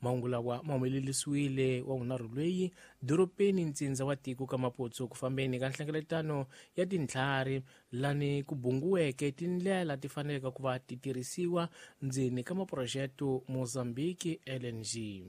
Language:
Tsonga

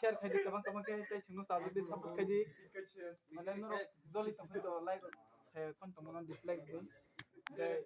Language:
Kok Borok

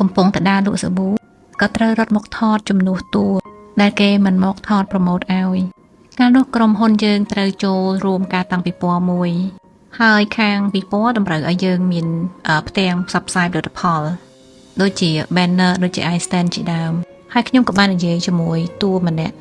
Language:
Khmer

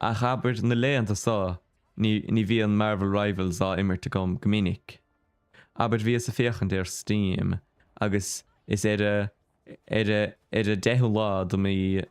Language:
Irish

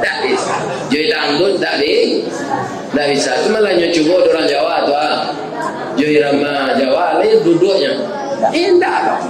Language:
Minangkabau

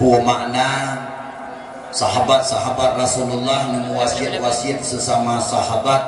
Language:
Achinese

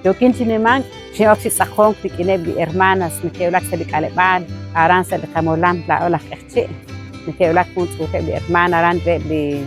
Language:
Kekchí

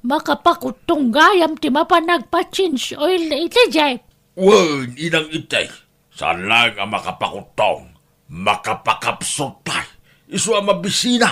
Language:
Iloko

